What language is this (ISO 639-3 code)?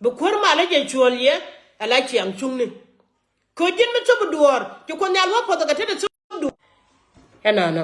nus